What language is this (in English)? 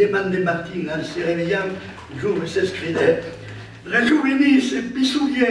Occitan